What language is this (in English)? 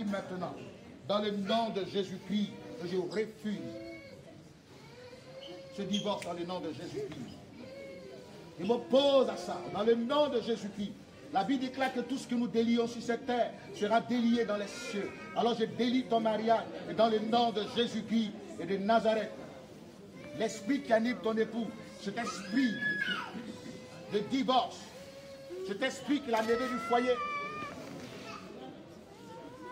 French